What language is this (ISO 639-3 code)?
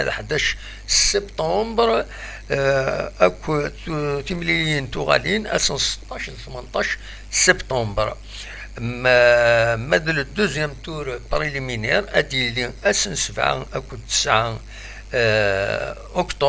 kab